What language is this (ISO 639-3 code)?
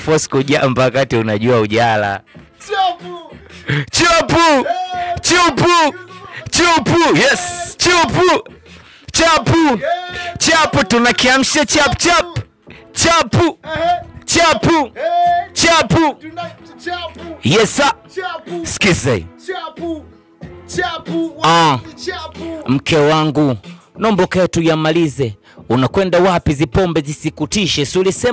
swa